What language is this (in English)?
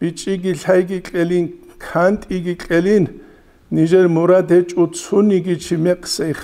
Avaric